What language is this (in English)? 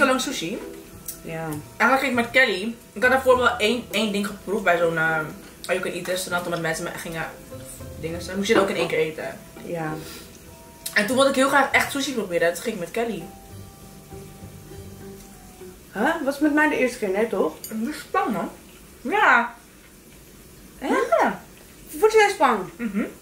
Dutch